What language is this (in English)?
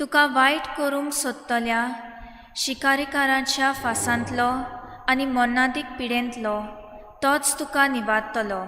Konkani